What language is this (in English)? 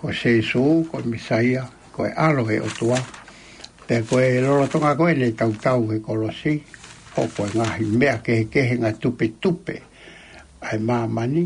Tongan